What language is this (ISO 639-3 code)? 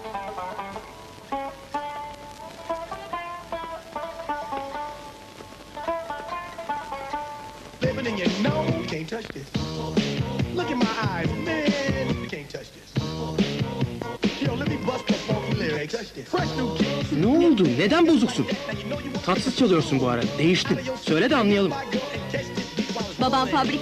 tur